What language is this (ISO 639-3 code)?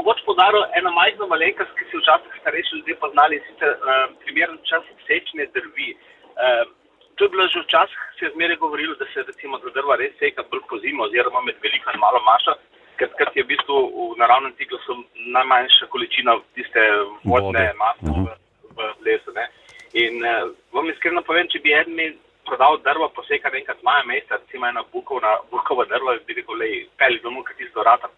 slv